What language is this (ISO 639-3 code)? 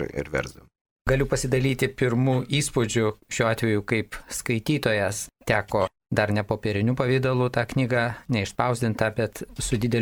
lit